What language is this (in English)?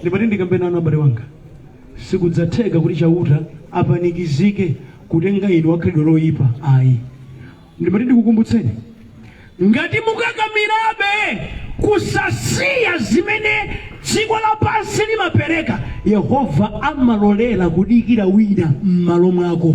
Nyanja